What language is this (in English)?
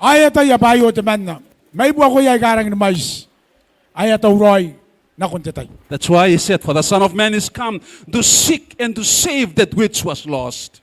Gilbertese